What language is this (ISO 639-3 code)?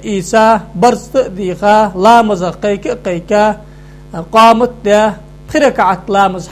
inh